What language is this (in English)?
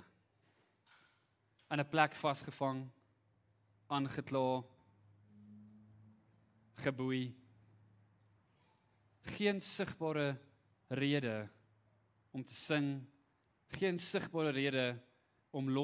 Afrikaans